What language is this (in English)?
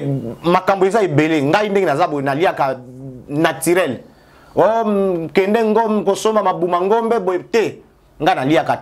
Lingala